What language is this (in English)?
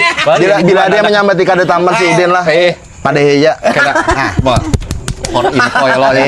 Banjar